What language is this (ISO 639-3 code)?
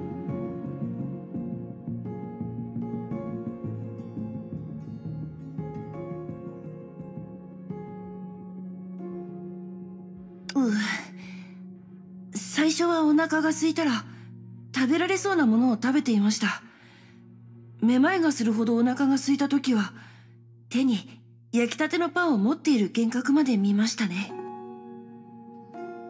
jpn